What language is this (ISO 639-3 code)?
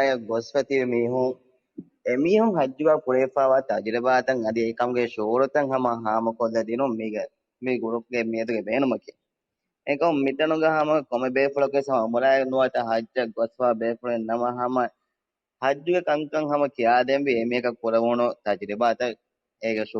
div